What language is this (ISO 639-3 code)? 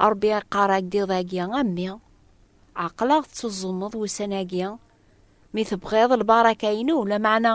kab